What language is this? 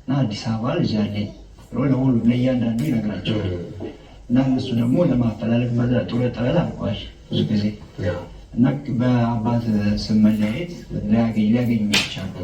Amharic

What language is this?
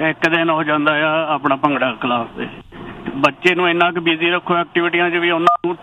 Punjabi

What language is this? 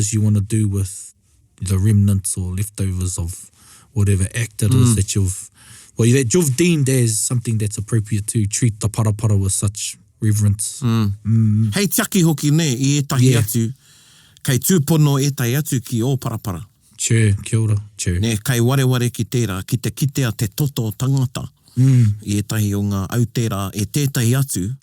Māori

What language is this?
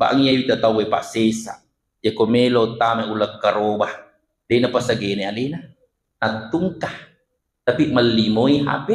Buginese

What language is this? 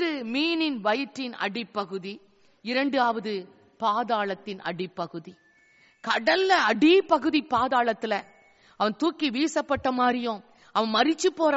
Tamil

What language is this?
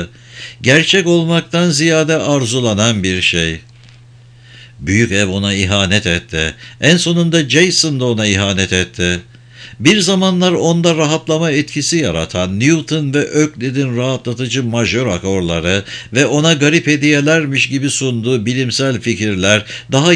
Turkish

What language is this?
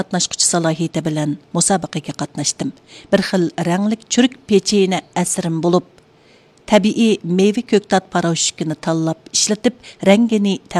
Uyghur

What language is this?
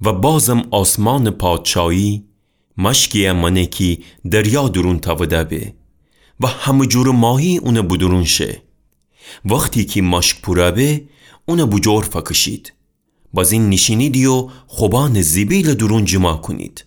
Gilaki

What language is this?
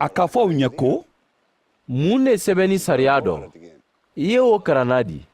Mandingo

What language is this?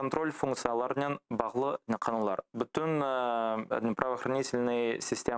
Crimean Tatar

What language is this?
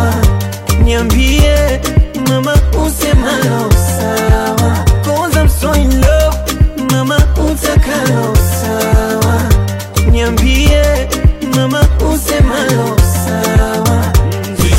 Swahili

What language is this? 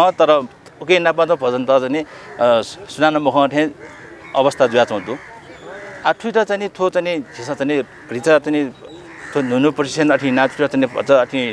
Newari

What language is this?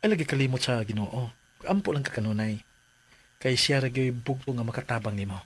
Cebuano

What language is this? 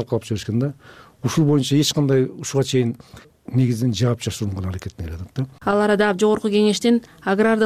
Kyrgyz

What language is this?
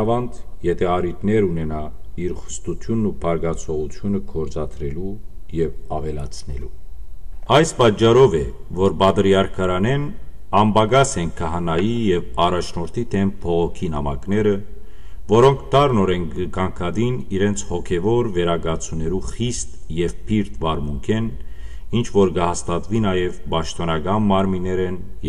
Western Armenian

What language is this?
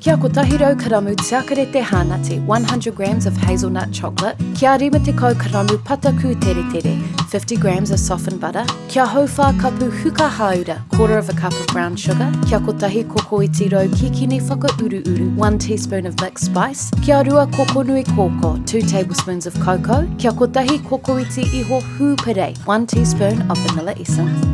Māori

